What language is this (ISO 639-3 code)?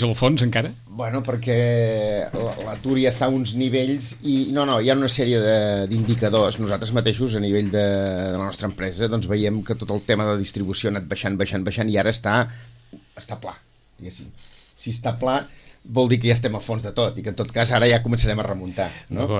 cat